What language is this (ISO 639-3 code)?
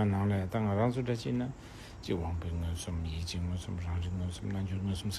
bod